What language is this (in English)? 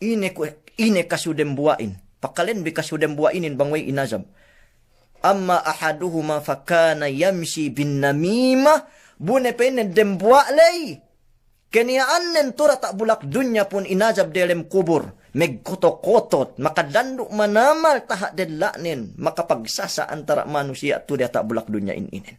Yakan